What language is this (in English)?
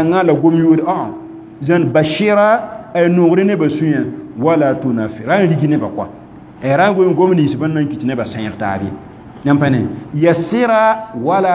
Mossi